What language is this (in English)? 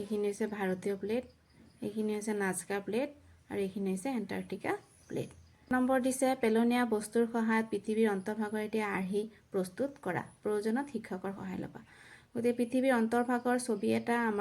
Assamese